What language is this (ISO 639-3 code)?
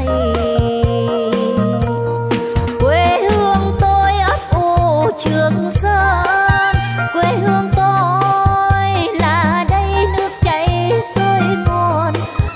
vie